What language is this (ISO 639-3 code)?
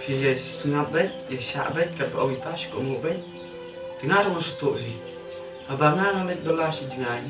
kha